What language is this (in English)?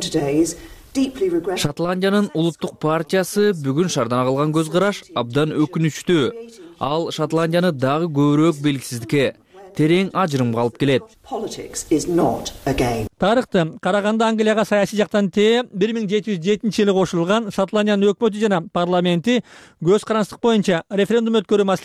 Kyrgyz